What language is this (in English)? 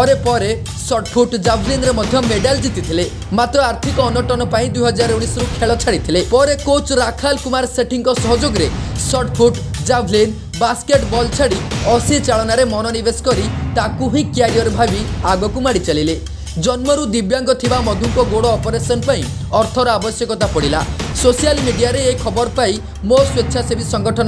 Odia